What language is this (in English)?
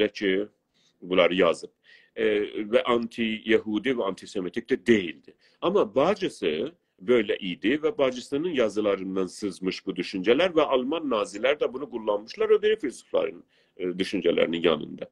South Azerbaijani